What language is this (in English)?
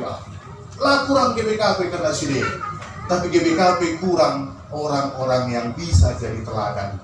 Batak Karo